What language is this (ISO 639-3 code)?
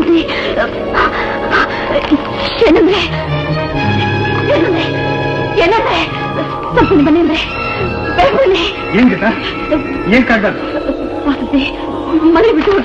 kan